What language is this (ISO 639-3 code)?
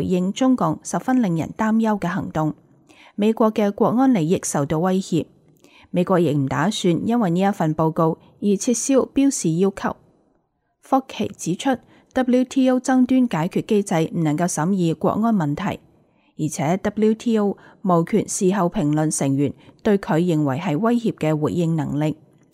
yue